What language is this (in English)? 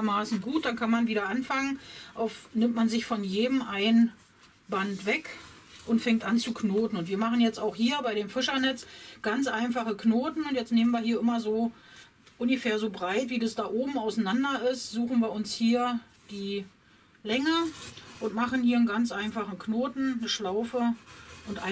German